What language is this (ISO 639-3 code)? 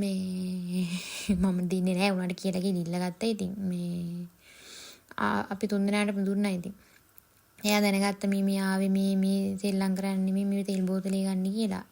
sin